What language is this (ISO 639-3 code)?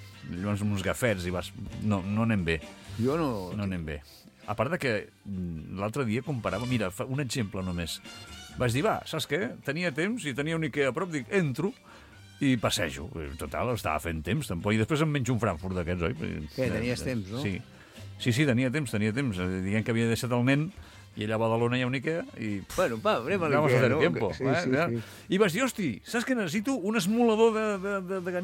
cat